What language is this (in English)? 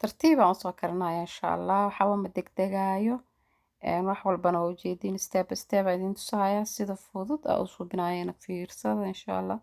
Somali